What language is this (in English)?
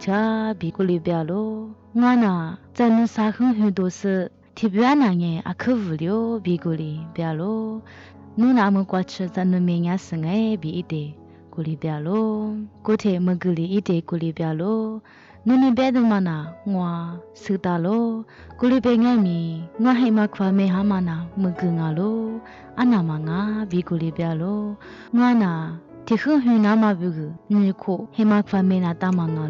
Lisu